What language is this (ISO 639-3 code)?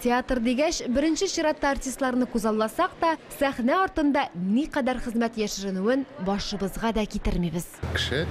tat